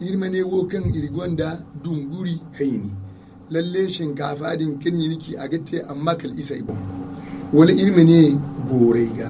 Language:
Zarma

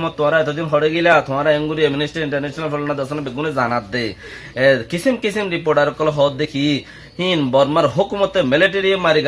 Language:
Rohingya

